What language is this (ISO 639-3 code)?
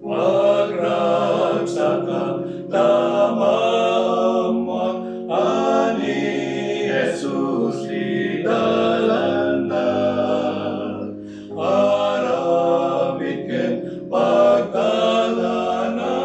ilo